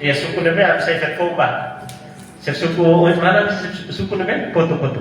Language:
Tetum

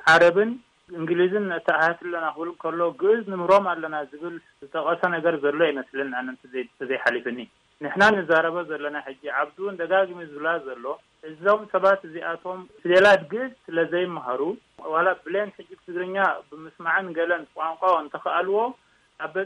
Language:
Tigrinya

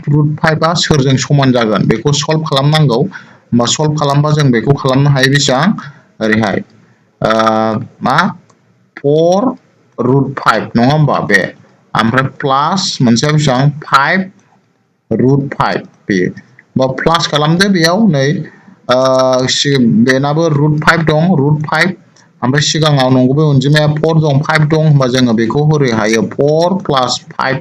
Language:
Bodo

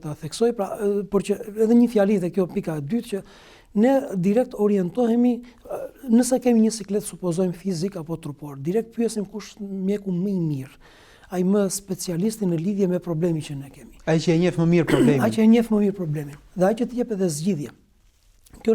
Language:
Albanian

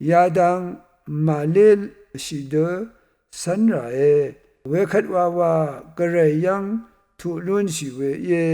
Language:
Rawang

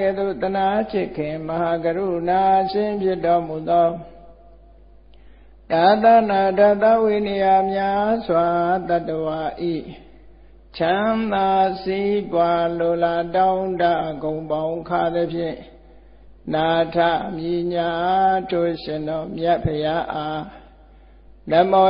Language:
Burmese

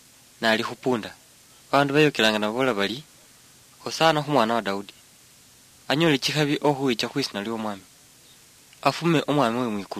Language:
Luyia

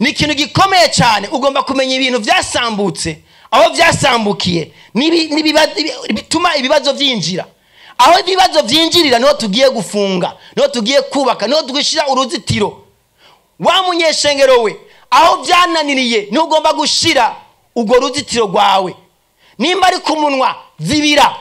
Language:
Rundi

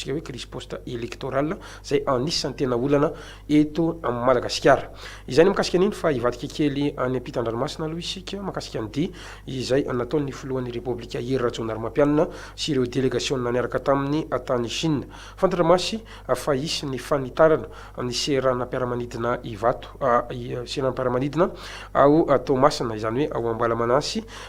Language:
Malagasy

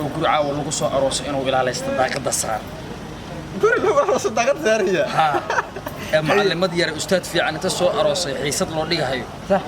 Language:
Somali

